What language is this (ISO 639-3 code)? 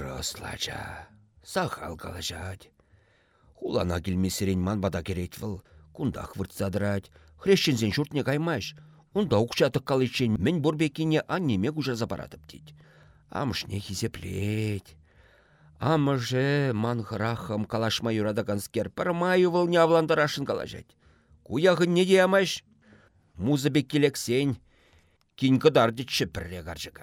chv